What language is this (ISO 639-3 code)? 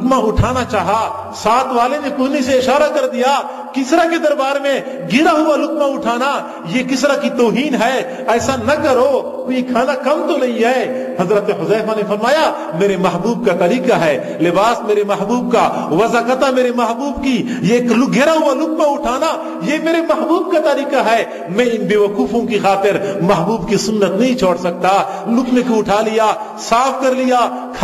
urd